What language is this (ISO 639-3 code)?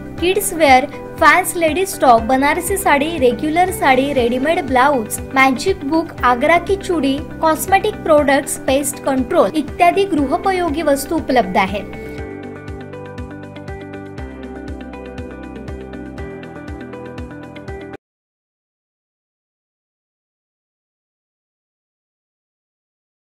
mar